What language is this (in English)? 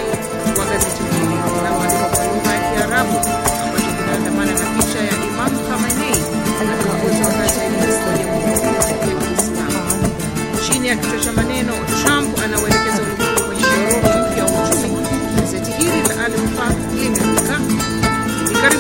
Swahili